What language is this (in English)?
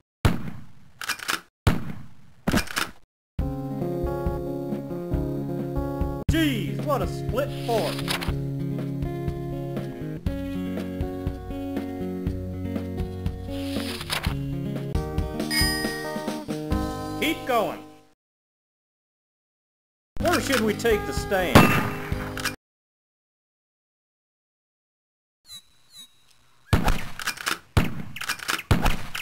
English